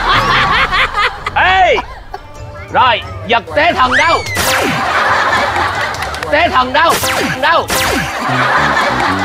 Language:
Vietnamese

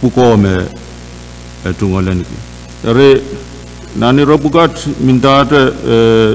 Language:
Pohnpeian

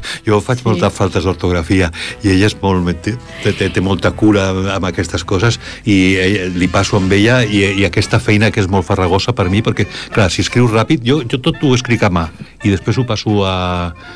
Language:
Catalan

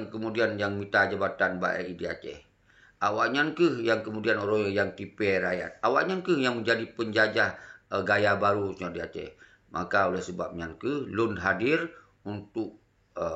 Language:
Achinese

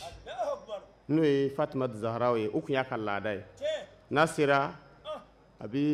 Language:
Bambara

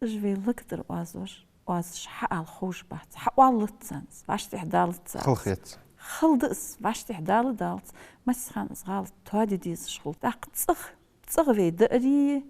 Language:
Ingush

